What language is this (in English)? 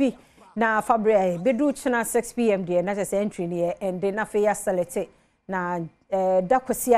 Akan